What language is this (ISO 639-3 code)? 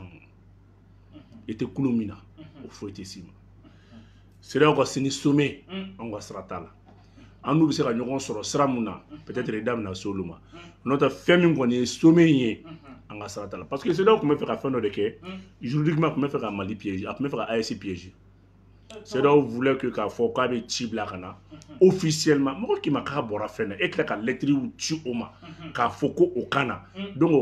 bam